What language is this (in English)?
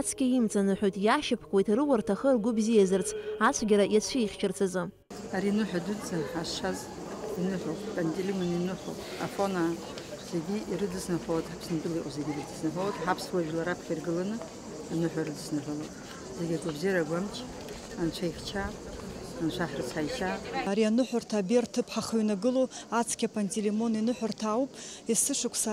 Abkhazian